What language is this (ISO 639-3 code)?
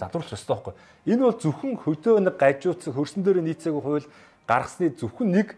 mon